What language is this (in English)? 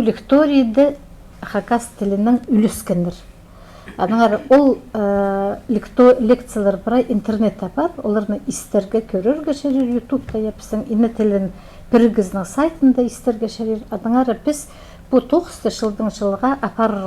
Khakas